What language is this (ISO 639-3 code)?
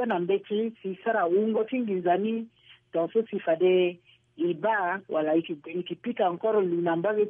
sag